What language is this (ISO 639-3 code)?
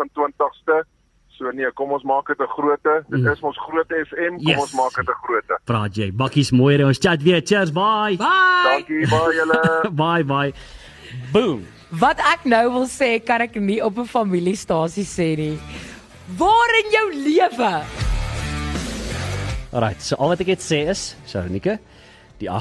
afr